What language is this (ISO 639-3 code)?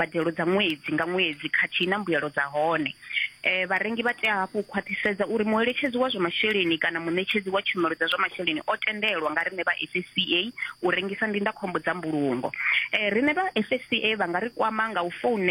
ven